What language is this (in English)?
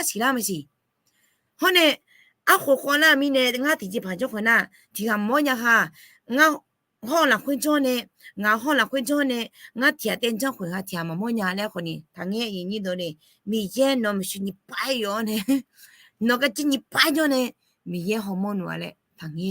Akha